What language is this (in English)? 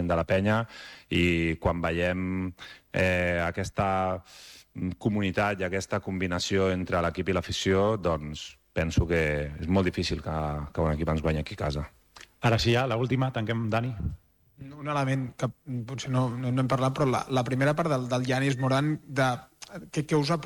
Catalan